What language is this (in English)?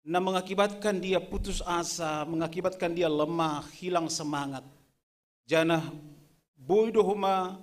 Batak Simalungun